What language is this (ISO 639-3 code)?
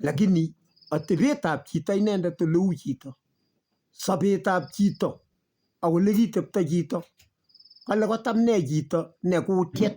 kln